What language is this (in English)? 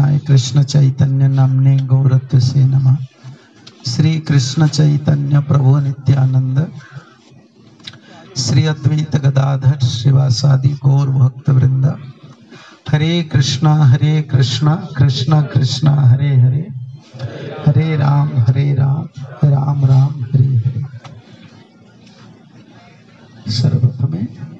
Odia